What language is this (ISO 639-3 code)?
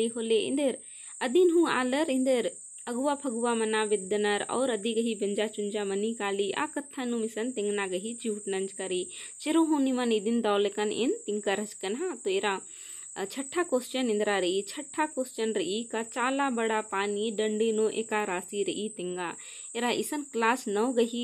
kru